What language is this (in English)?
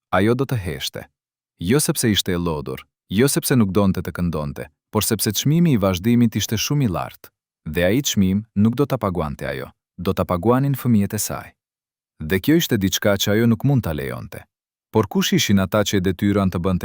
Albanian